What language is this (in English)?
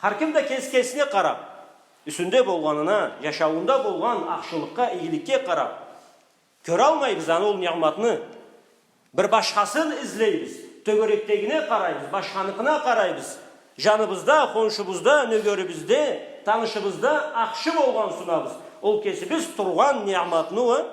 Karachay-Balkar